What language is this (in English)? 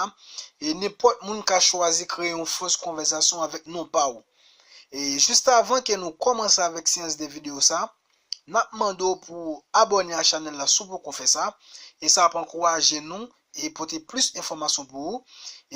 Haitian Creole